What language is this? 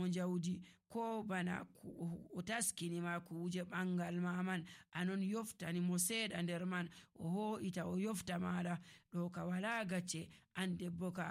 Nigerian Fulfulde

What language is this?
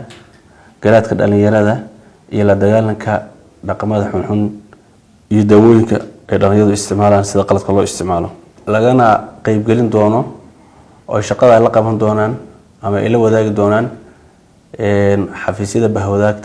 Somali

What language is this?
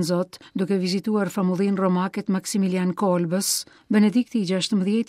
Albanian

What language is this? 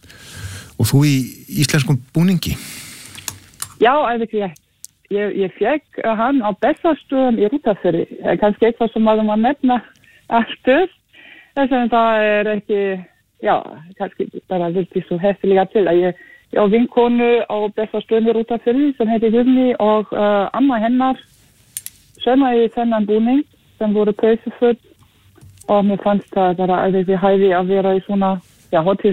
Icelandic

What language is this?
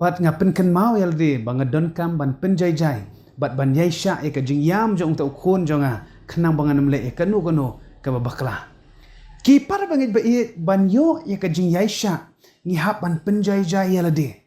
Khasi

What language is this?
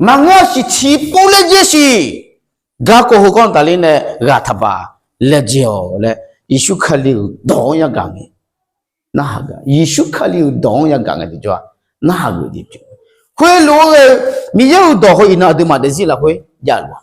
Akha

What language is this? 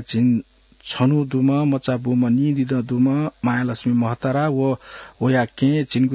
Newari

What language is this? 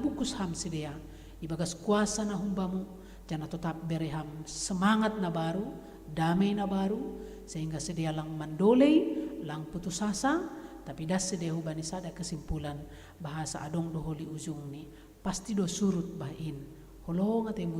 Batak Simalungun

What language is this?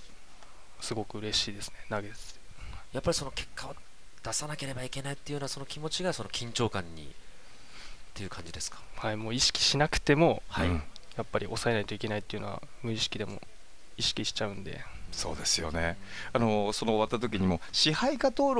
Japanese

